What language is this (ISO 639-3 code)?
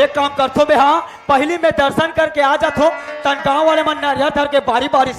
hne